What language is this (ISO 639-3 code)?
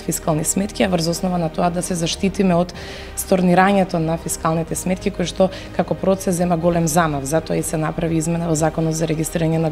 mkd